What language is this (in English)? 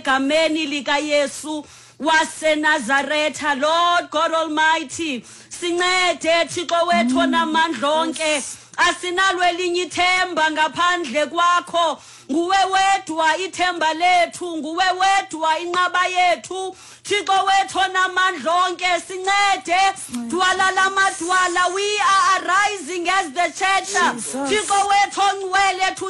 Xhosa